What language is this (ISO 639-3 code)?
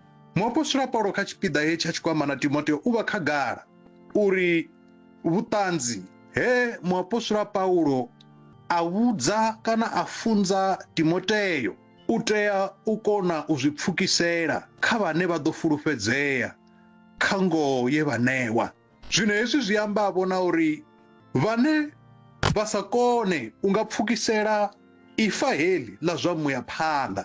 ven